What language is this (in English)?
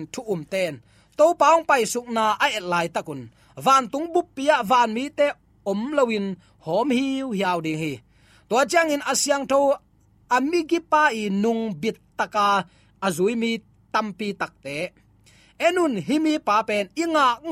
Tedim Chin